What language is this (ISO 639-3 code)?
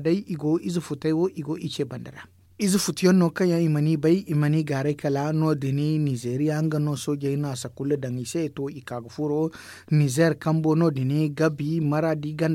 dje